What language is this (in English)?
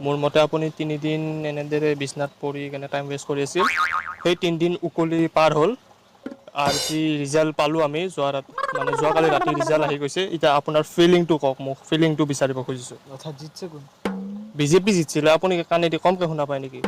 Assamese